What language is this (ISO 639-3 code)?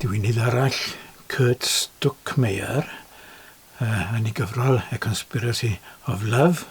cym